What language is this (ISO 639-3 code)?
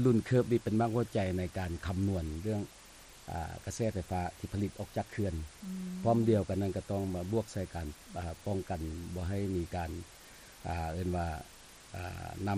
lao